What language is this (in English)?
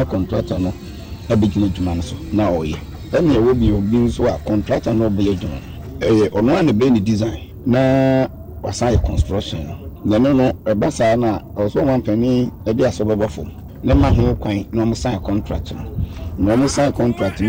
Akan